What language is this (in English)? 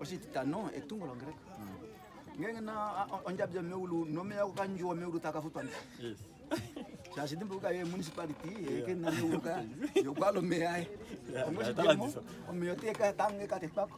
Kuanyama